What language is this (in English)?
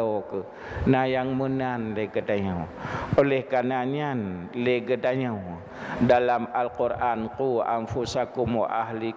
Achinese